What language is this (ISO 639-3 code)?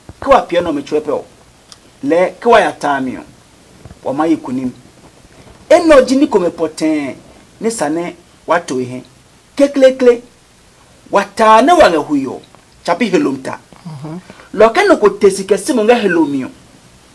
ada